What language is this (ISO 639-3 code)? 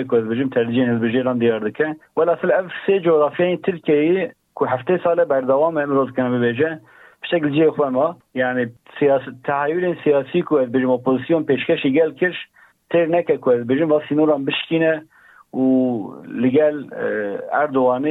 kur